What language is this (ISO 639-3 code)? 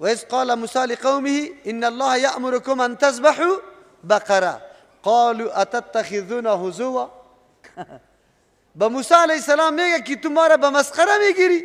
fas